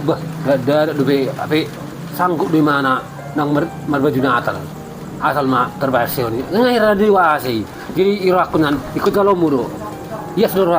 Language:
Batak Toba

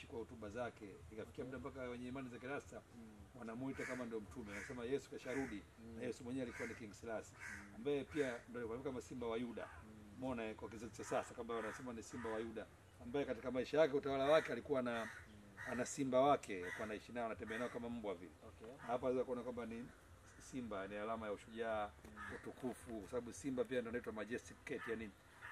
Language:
Swahili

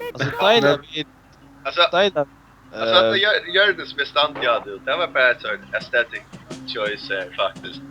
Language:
Faroese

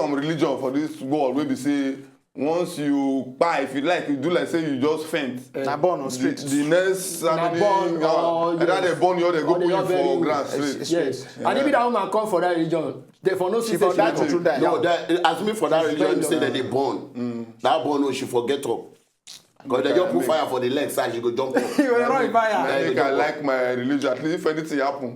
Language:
Nigerian Pidgin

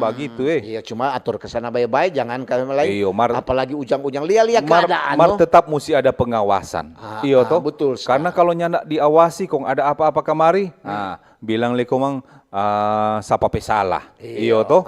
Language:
Manado Malay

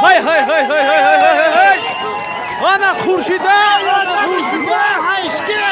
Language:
Tajik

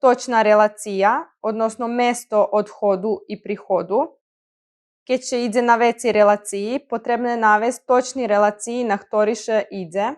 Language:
Rusyn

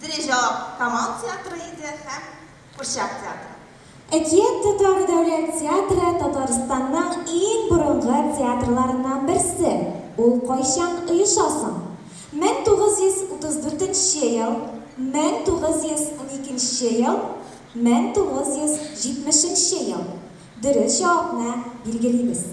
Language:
Tatar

